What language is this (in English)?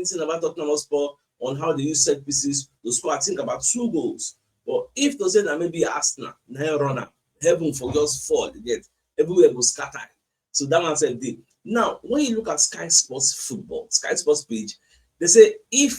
Nigerian Pidgin